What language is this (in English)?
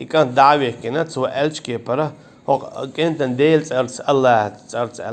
Chechen